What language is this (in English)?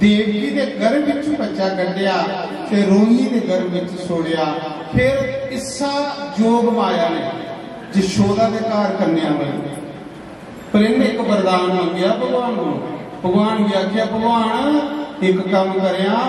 Dogri